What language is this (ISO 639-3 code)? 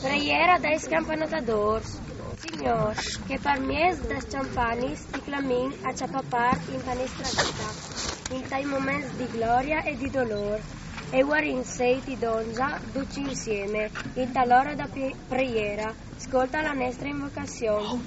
fur